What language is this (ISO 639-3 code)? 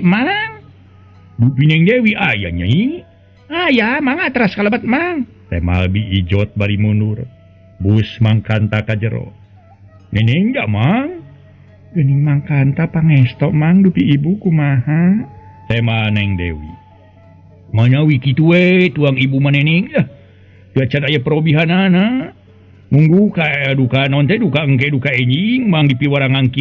sun